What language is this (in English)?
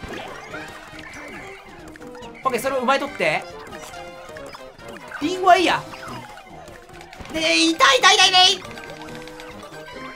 Japanese